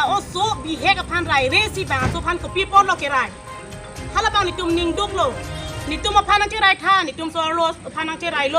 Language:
Karbi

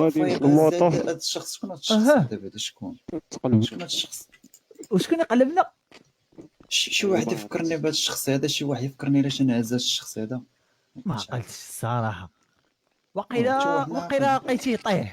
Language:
Moroccan Arabic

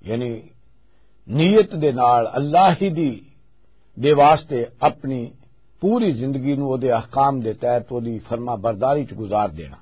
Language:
Western Panjabi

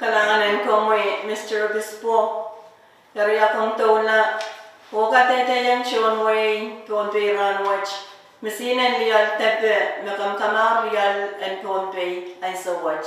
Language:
Pohnpeian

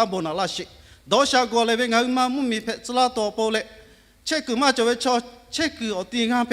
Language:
Lahu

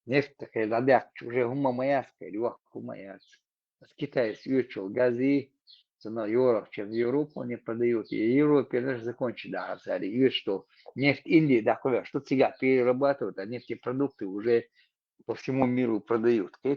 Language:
Chechen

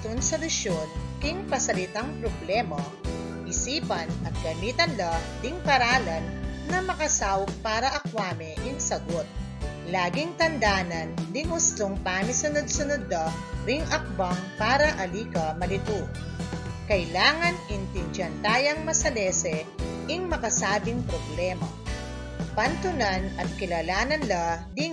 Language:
Pampanga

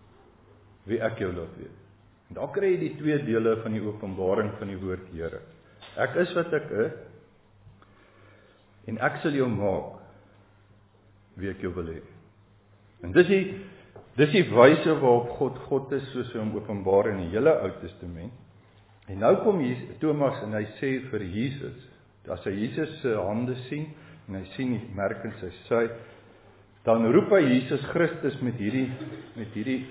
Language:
Afrikaans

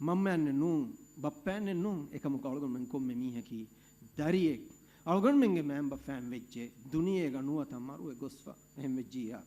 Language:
Divehi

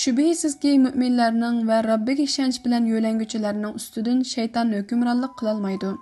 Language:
Uyghur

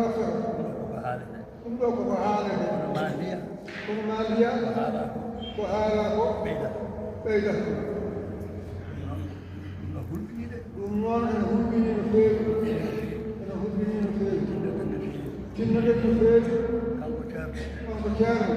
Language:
Fula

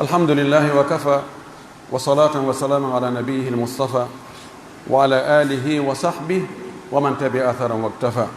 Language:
Pular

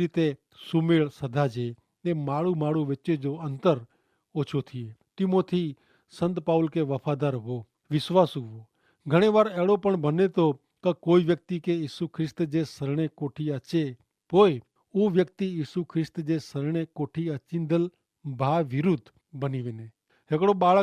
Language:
Kachhi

